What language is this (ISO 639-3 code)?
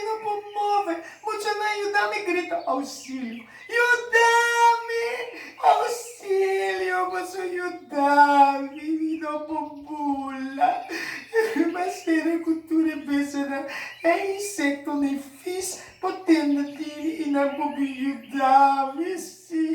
pap